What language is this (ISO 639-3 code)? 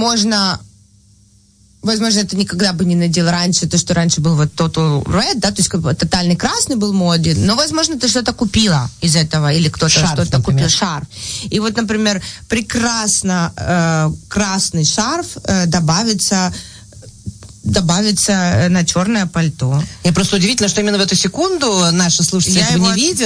rus